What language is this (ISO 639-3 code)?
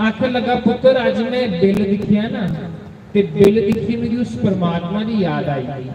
doi